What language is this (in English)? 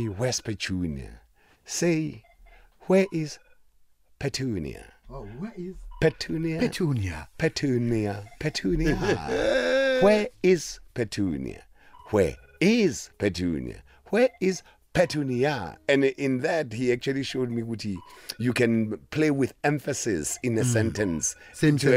South Ndebele